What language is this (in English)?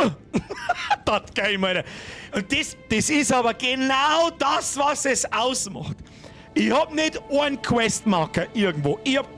Bavarian